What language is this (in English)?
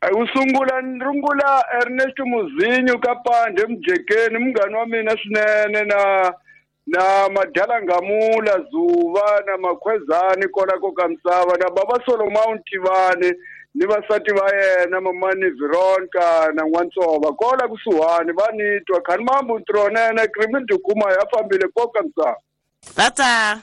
Tsonga